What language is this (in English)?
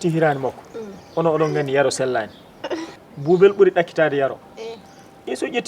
Fula